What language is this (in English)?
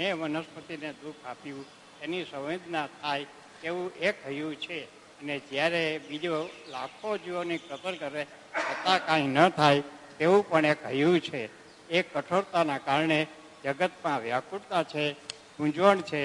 Gujarati